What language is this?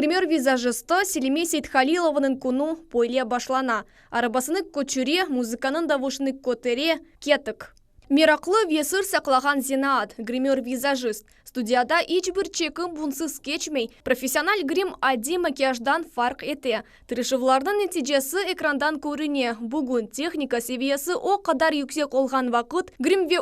Crimean Tatar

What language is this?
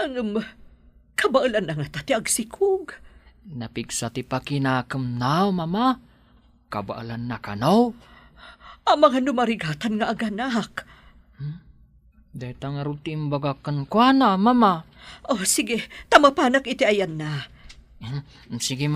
Iloko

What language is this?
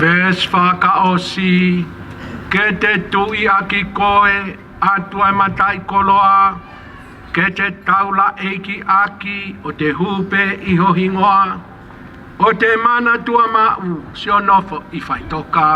Tongan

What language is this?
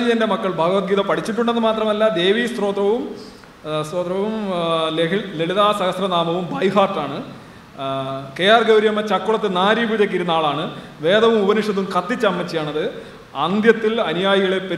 Malayalam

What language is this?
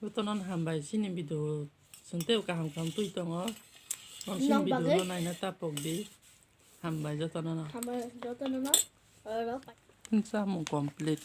Kok Borok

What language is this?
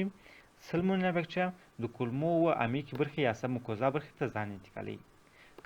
Pashto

